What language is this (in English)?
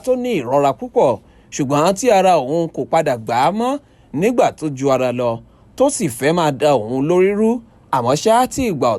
Yoruba